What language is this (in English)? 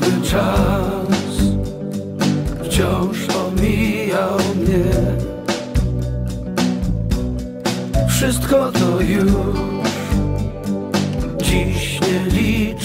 Polish